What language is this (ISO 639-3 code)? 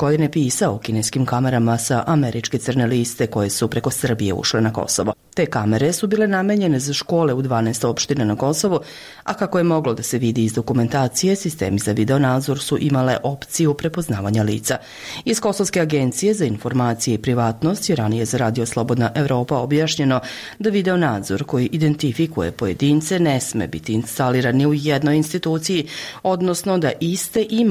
srp